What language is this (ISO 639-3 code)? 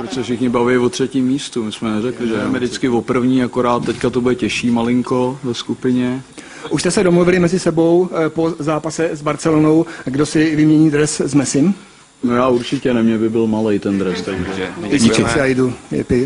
ces